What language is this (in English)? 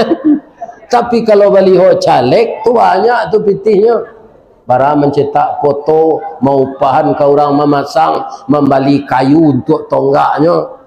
Minangkabau